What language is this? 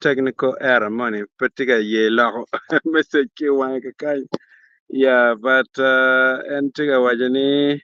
Acoli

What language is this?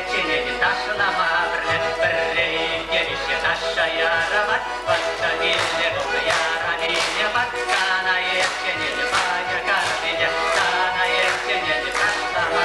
Chuvash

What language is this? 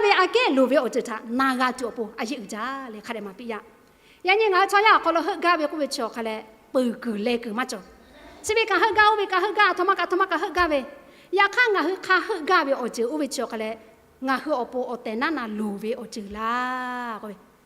Lahu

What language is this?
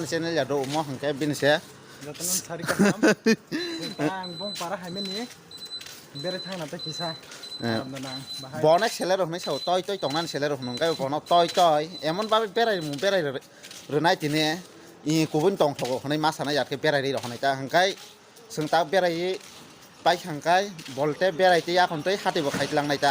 Kok Borok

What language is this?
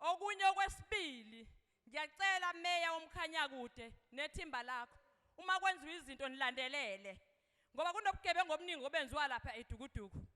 Zulu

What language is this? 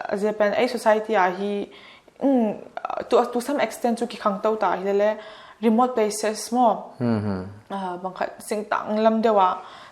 Paite Chin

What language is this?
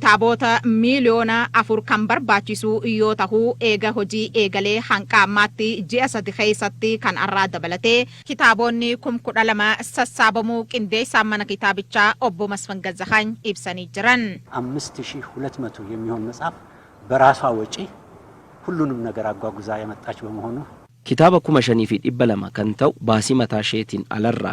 Oromo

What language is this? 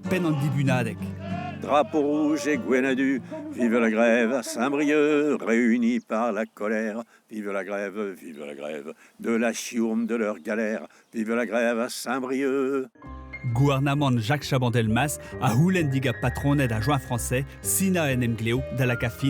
Breton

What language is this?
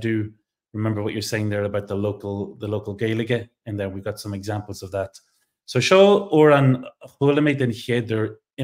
Irish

